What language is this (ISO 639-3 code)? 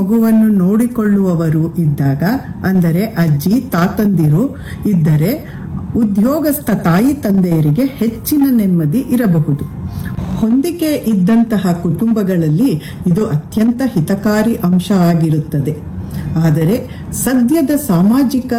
kan